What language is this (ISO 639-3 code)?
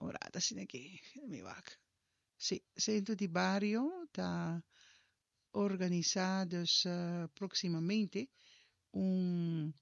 pap